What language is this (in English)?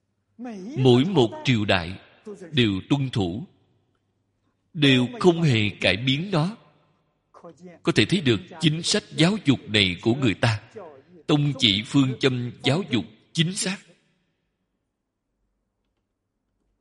Vietnamese